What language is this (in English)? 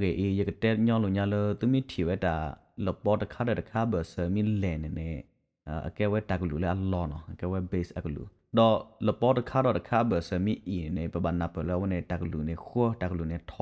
S'gaw Karen